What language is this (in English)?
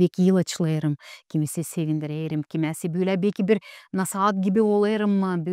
Gagauz